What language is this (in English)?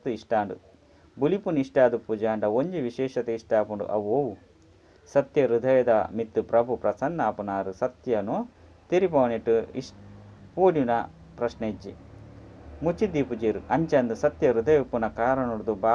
Tulu